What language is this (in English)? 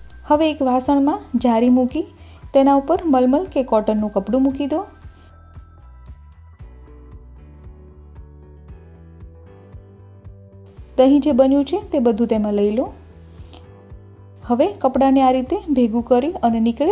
Gujarati